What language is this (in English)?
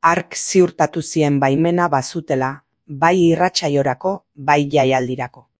Basque